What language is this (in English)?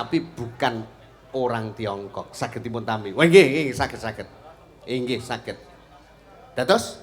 Javanese